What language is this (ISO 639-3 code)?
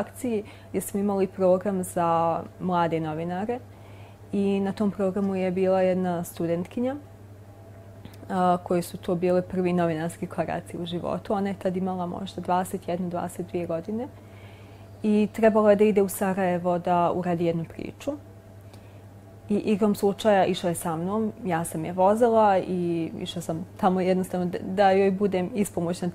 bos